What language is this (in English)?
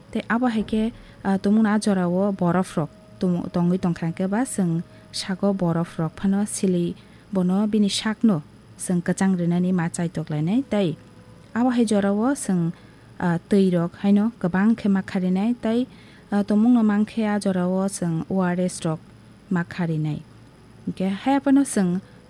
Kok Borok